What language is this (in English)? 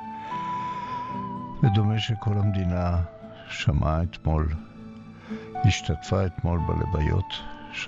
Hebrew